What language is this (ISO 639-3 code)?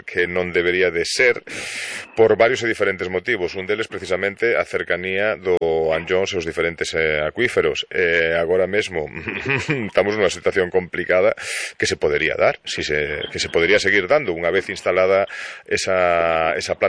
glg